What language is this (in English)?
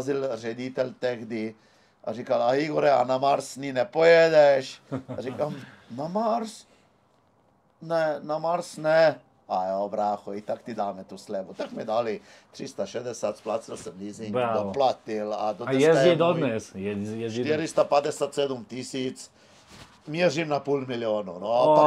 Czech